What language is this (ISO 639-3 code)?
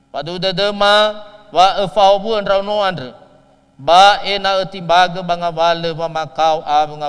nia